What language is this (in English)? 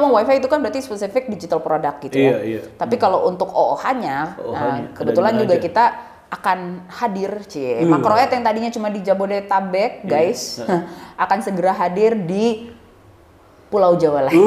Indonesian